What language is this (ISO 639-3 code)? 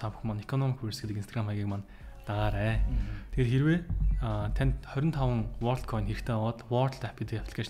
mon